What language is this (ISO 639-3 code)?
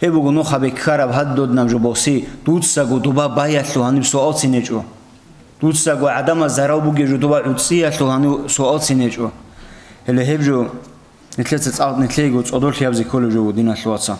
ava